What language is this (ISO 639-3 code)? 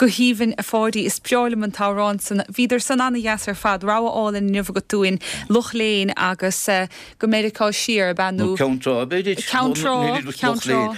gle